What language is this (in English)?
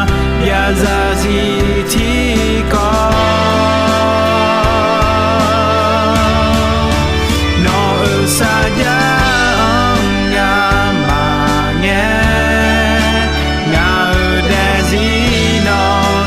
Akha